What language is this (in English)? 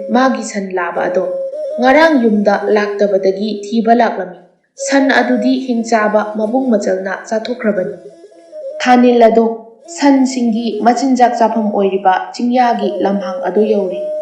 Manipuri